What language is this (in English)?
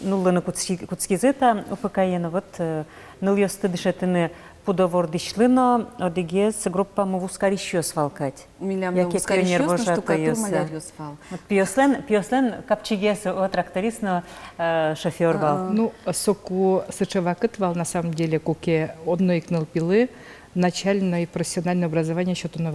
Udmurt